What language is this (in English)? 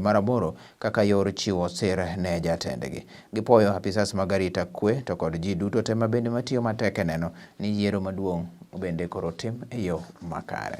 Luo (Kenya and Tanzania)